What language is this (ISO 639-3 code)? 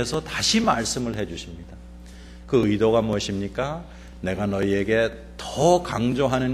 kor